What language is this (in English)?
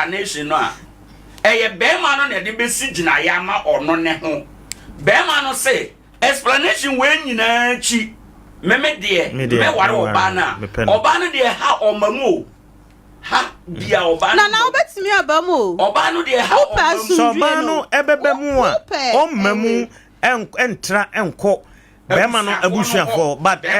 Akan